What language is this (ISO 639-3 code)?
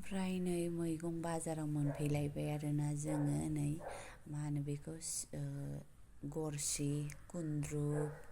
brx